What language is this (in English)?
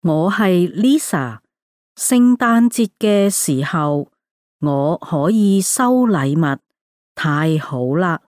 Cantonese